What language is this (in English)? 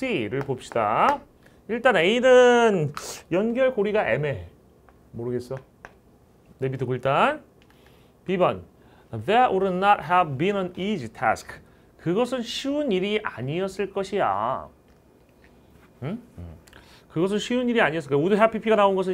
Korean